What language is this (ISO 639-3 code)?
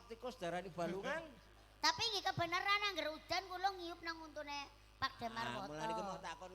jav